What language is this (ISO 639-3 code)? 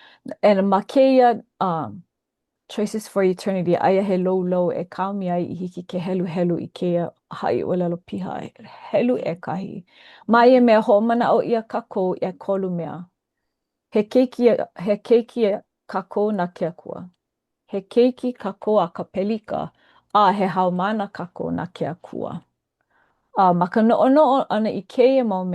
haw